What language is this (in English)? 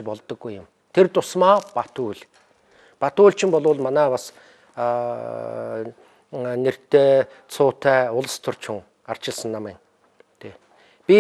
Mongolian